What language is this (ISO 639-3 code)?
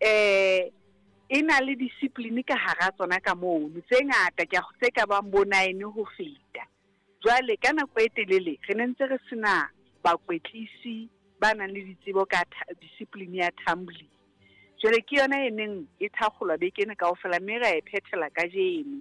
sot